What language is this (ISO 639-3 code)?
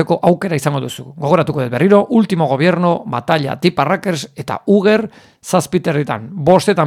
eus